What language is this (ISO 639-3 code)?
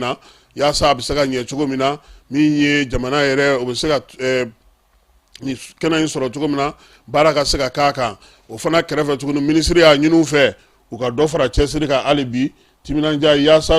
bam